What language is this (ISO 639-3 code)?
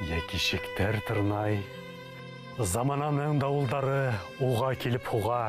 bak